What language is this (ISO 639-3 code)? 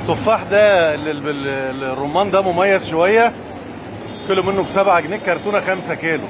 arz